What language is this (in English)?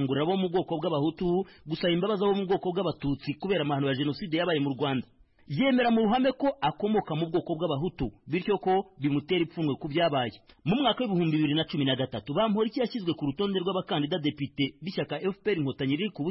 Kinyarwanda